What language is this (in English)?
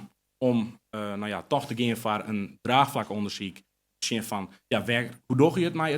Western Frisian